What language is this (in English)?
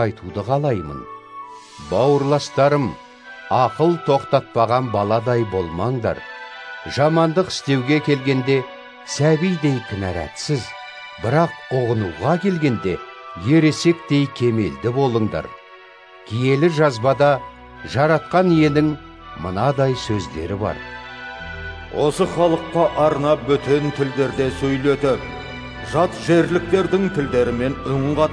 Kazakh